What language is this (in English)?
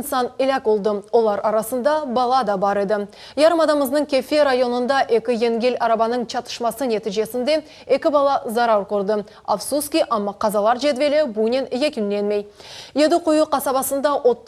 Crimean Tatar